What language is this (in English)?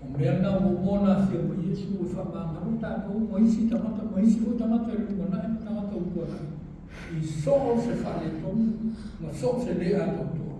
Samoan